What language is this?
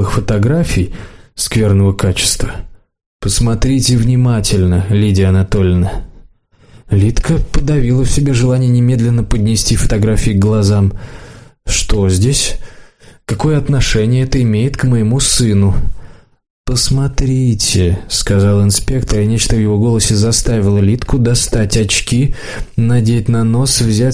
Russian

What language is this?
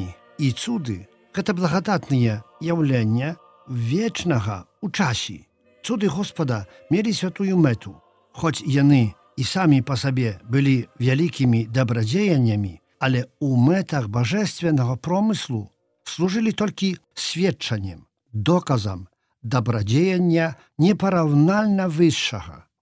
Belarusian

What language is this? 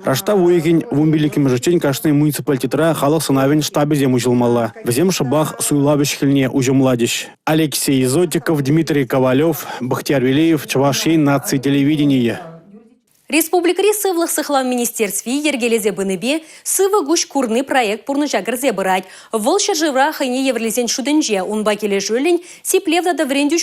Chuvash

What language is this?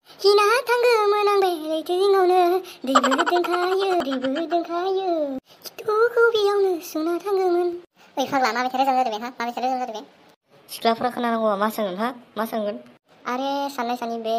Bodo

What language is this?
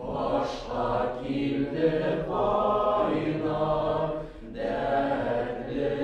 Bashkir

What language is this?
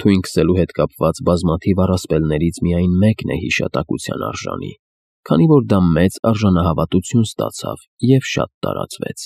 Armenian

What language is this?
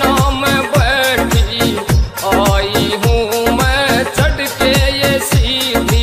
Haryanvi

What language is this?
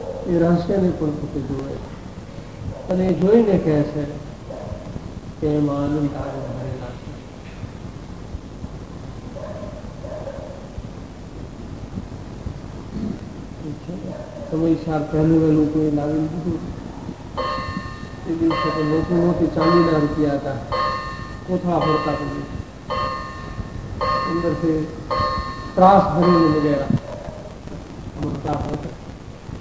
Gujarati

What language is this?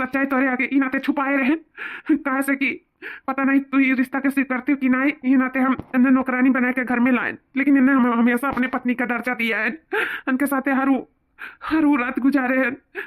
Awadhi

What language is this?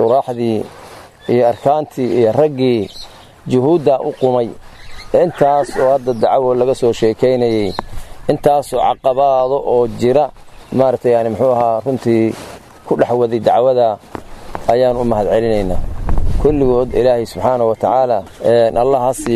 Somali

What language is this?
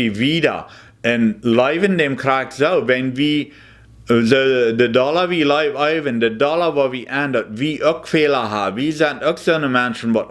Plautdietsch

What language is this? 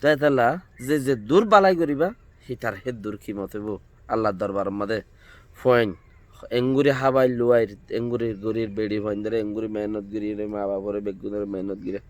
Rohingya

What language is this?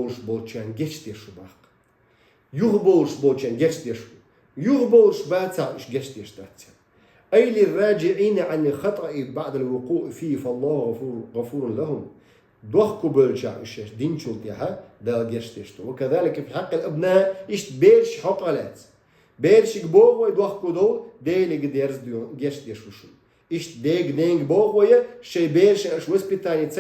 Chechen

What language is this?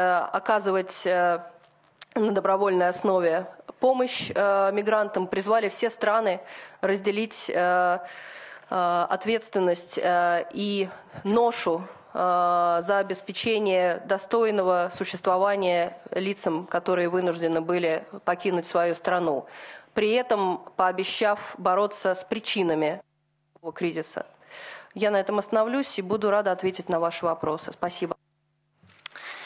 Russian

